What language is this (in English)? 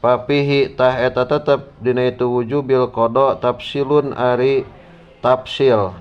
Sundanese